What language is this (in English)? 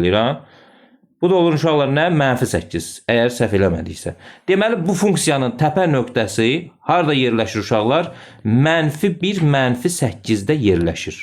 Azerbaijani